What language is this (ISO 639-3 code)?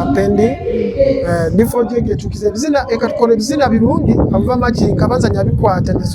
nyo